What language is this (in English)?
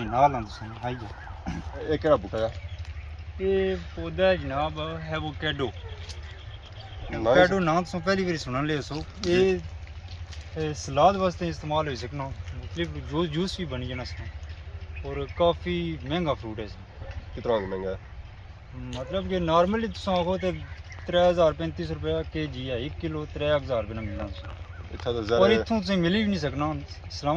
Pahari-Potwari